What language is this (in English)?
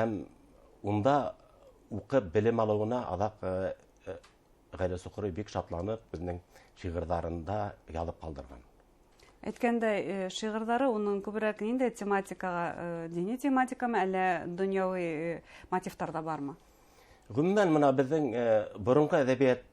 Bashkir